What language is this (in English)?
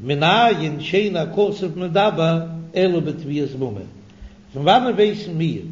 Yiddish